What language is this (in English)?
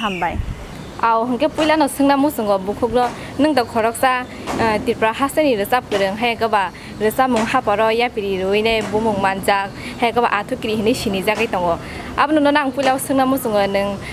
Kok Borok